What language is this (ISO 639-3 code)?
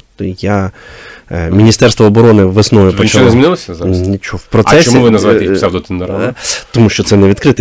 ukr